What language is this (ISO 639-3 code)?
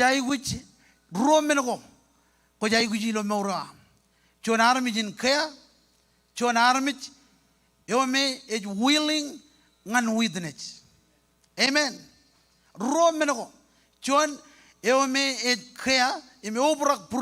mah